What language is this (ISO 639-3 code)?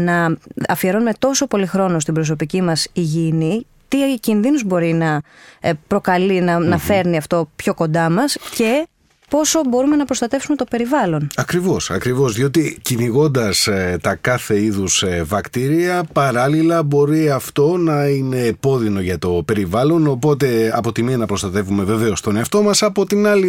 ell